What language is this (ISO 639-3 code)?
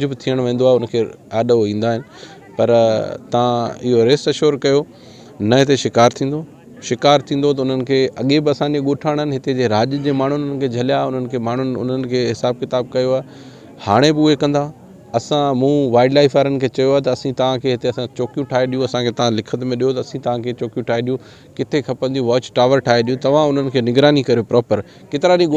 snd